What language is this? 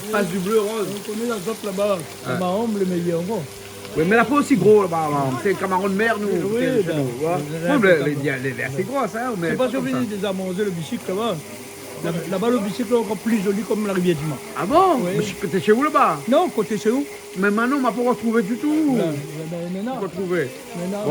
Réunion Creole French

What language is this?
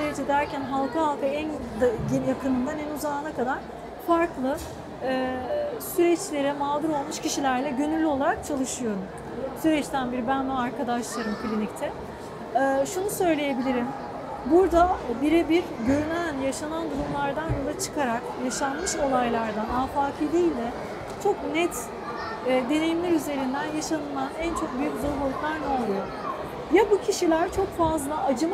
Turkish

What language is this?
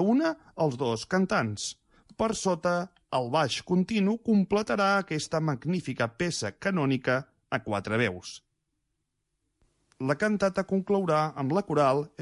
Catalan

